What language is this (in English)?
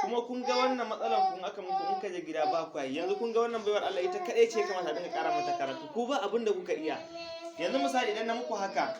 Hausa